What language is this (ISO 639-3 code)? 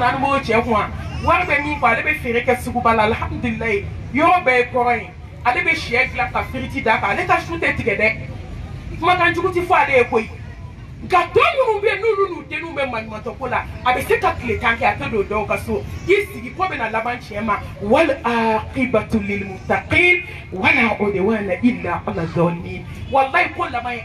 bam